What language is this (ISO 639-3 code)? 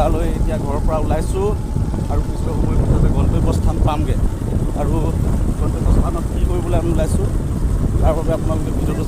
asm